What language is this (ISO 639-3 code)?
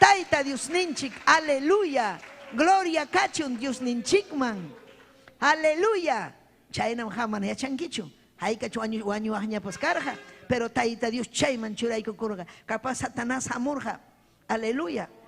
quy